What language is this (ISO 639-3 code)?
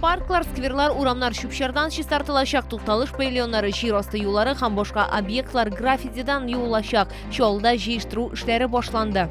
tat